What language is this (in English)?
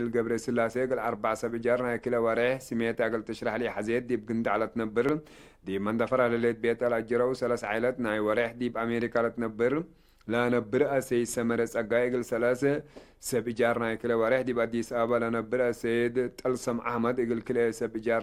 Tigre